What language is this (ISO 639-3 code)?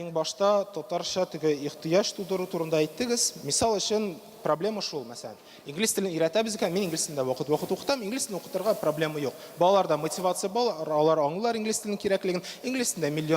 tat